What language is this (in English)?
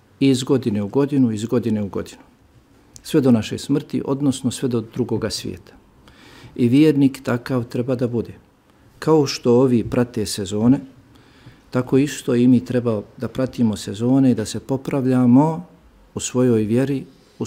Bosnian